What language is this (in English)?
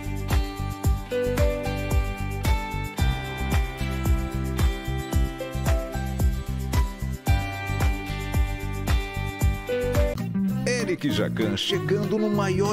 Portuguese